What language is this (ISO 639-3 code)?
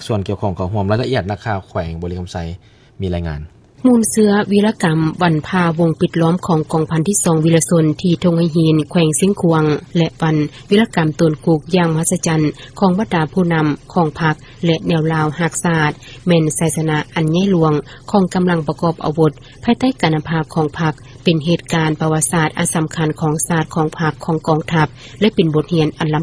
lao